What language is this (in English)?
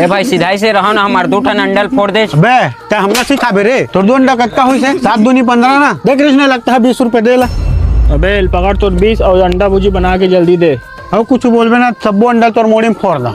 Chhattisgarhi